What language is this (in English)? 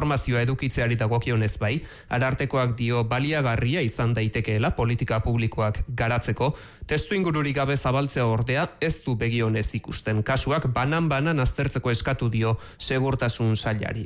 Basque